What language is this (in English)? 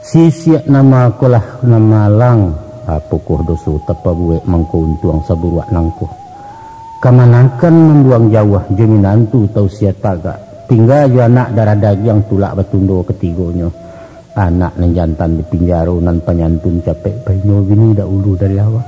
Minangkabau